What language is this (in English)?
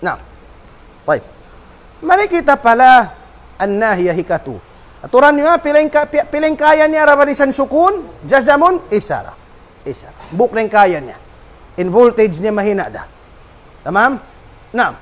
Tausug